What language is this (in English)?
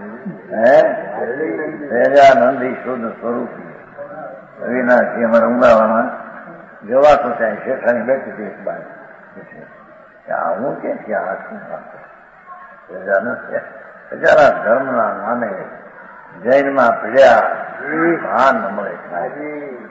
Gujarati